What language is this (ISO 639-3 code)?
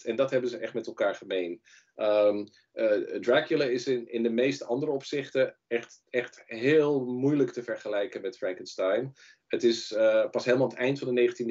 nld